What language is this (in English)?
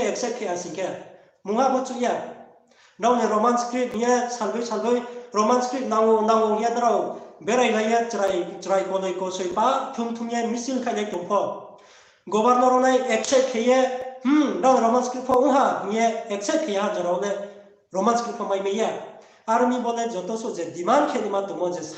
Riang (India)